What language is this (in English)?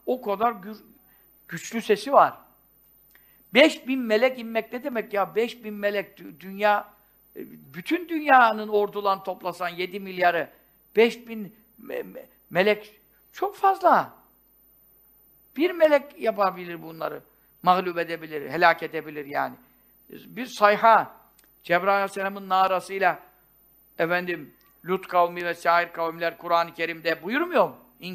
Turkish